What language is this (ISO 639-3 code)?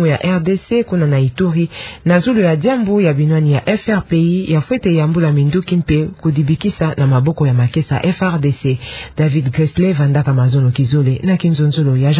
ktu